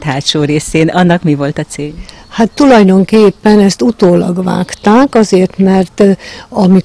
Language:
Hungarian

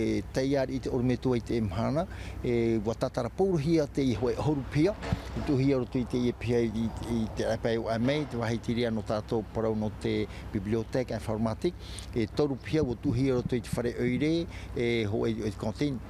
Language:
Tahitian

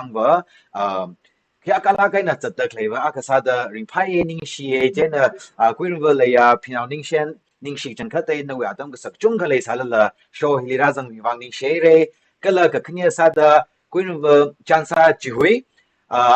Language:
Tangkhul Naga (India)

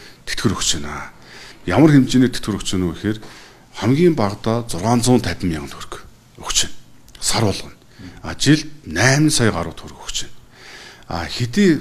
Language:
Mongolian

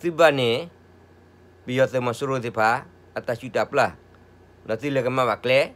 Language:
S'gaw Karen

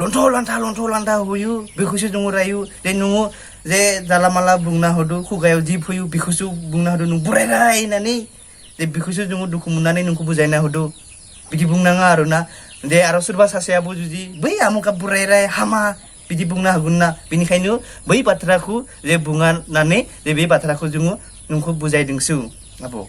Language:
Bodo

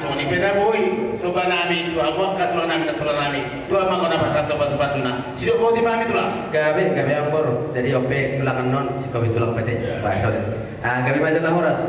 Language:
Batak Toba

